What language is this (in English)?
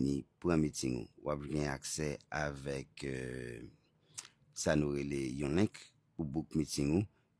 Haitian Creole